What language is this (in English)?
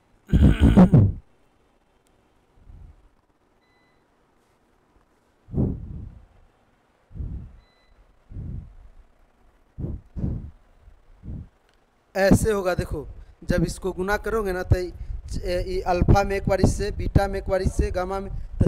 Hindi